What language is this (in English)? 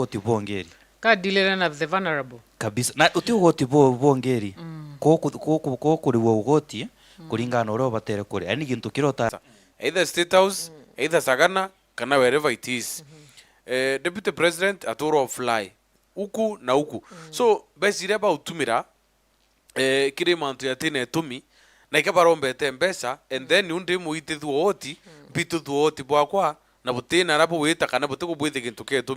Meru